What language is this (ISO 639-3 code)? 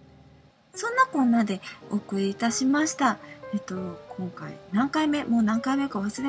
jpn